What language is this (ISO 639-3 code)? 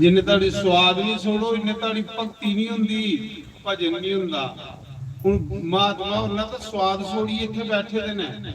doi